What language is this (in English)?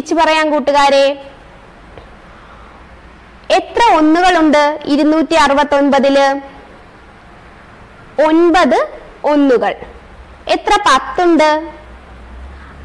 Malayalam